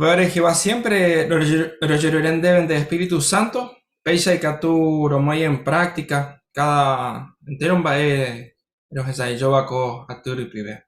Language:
Guarani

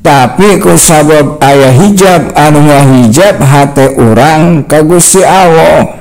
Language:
Sundanese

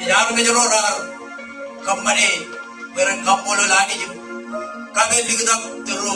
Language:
Marshallese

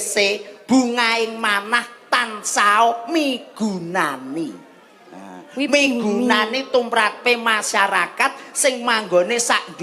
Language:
Javanese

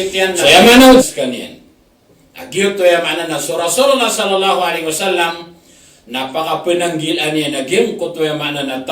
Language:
Maranao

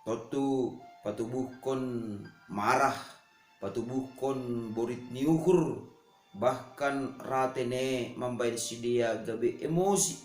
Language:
Batak Simalungun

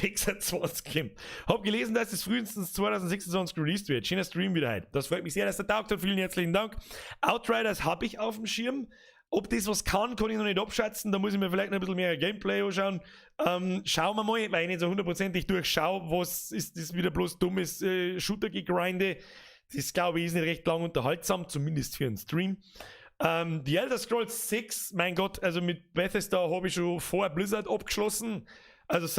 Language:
Bavarian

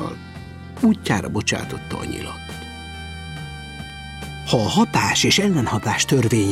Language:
Hungarian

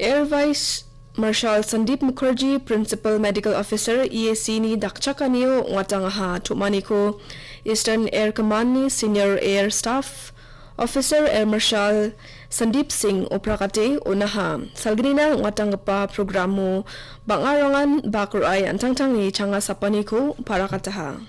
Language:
Garo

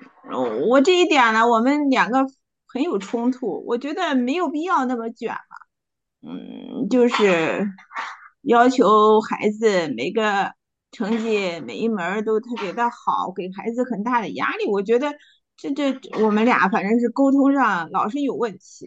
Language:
Chinese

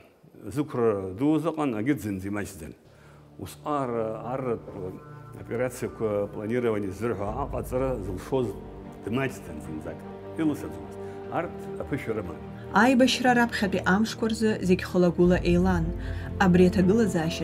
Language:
Abkhazian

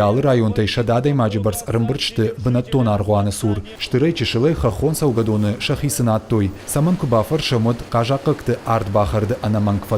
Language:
Ossetic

